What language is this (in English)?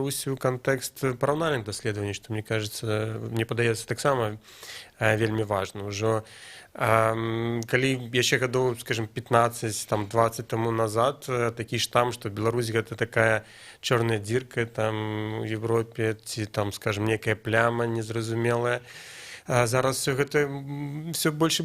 Belarusian